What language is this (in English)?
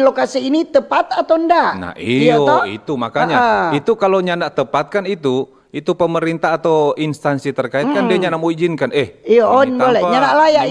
Manado Malay